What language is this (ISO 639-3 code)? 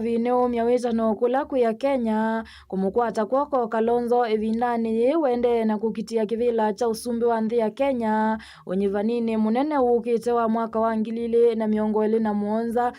kam